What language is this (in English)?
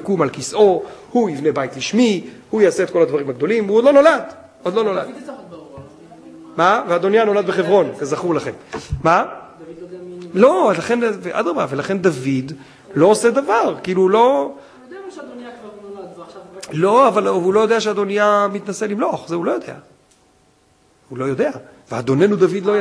Hebrew